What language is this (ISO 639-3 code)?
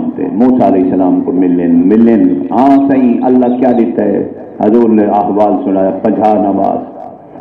skr